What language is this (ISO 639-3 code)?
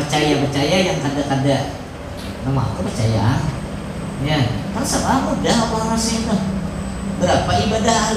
bjn